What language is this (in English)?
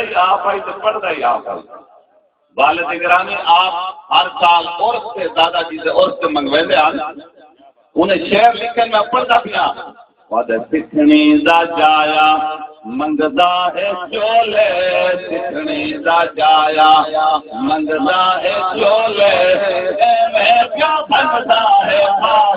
Saraiki